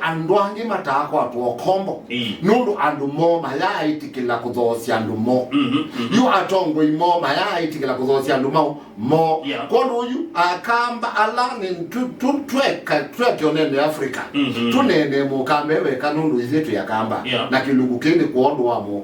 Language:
Kamba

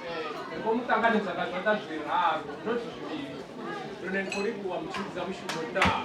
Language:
Venda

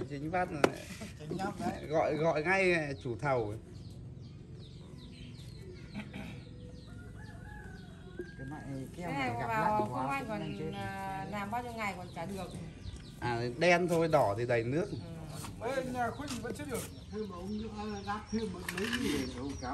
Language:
Vietnamese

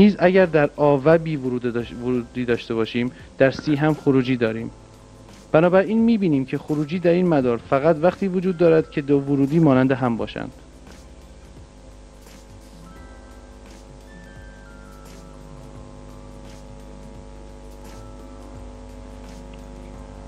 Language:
Persian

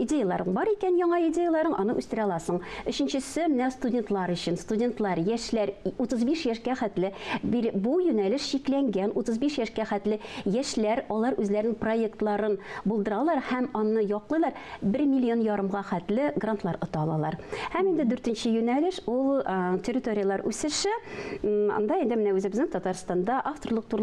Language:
Tatar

